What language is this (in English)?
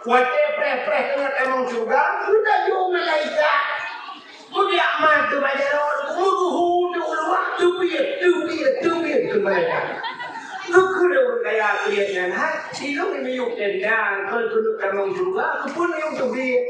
Achinese